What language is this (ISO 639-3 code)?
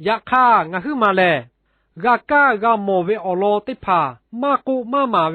lhu